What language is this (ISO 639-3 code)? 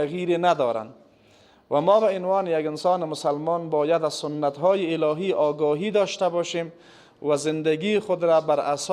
fas